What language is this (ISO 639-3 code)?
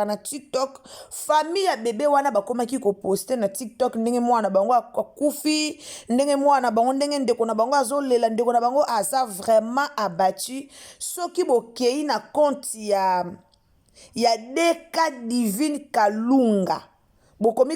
lin